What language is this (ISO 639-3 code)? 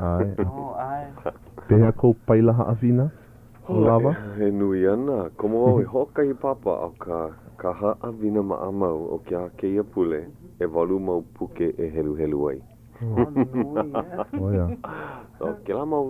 haw